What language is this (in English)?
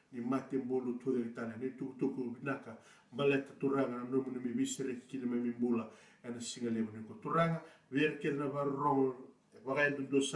Fijian